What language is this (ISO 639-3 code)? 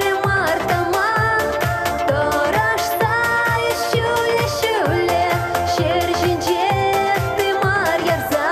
chv